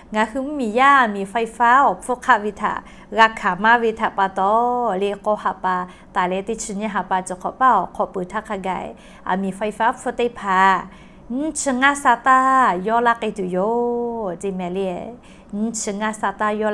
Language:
Lahu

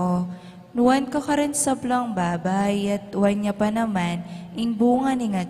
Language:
Pampanga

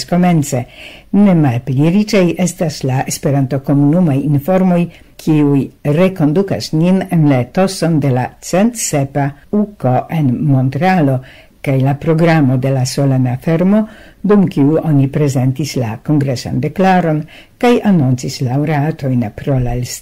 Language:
Esperanto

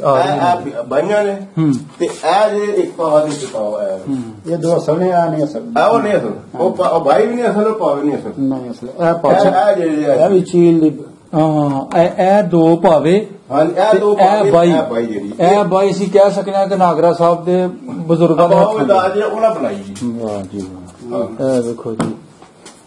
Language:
Punjabi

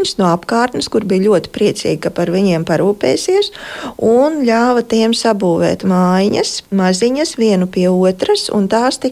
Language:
Latvian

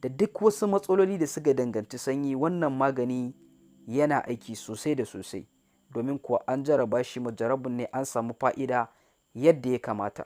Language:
Hausa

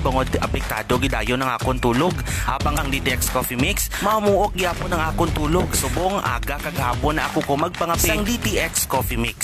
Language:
Hiligaynon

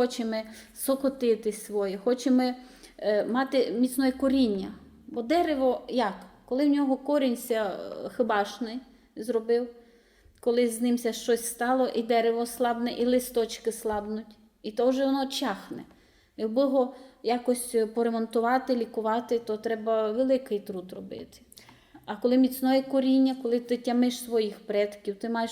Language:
Rusyn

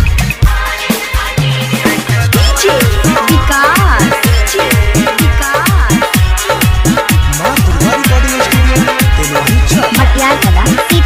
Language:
Maithili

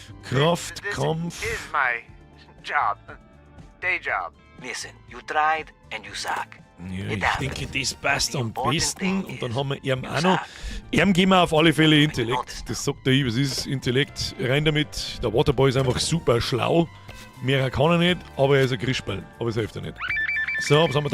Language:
Bavarian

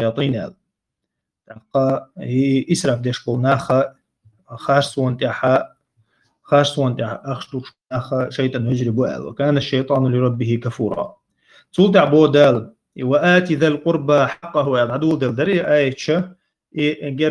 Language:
Chechen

